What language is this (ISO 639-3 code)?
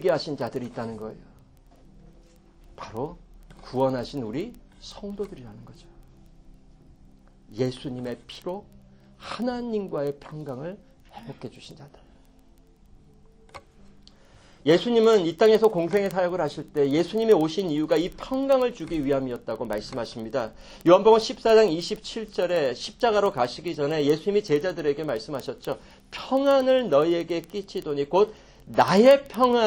kor